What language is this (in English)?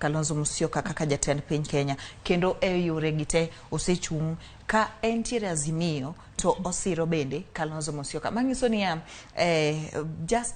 Luo (Kenya and Tanzania)